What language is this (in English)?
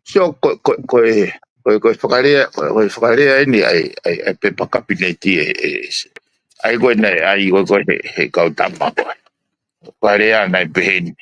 Tongan